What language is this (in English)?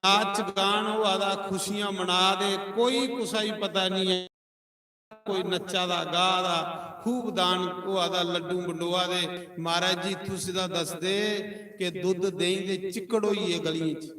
Dogri